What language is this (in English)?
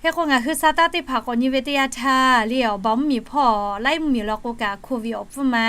Lahu